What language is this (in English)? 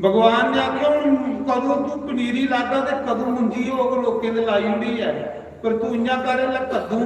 Dogri